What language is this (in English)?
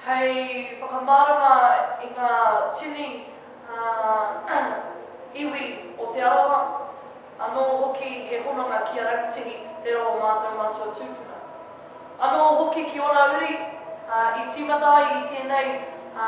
Māori